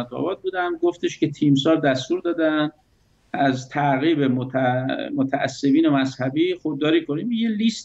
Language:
Persian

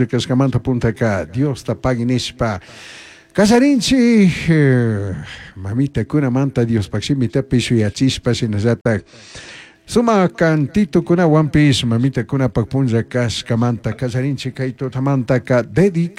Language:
Chimborazo Highland Quichua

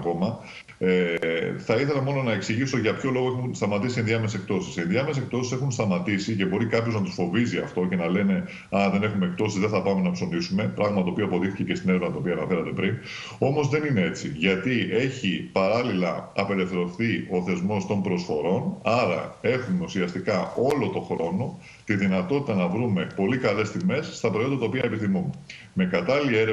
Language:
Greek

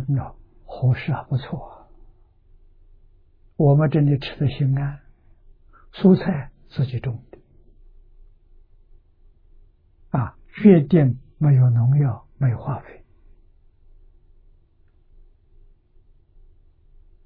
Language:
Chinese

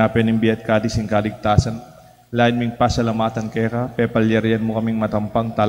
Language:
Pampanga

